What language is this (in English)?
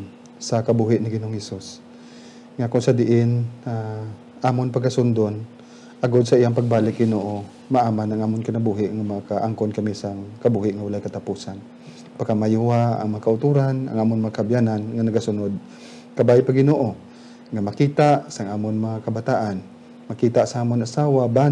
Hiligaynon